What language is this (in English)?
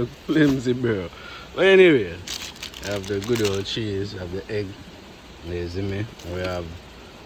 Jamaican Creole English